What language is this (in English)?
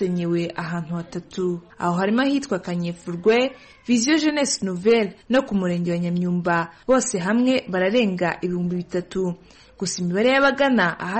Kinyarwanda